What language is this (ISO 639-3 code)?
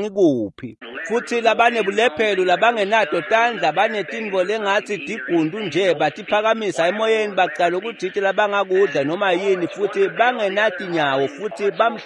ssw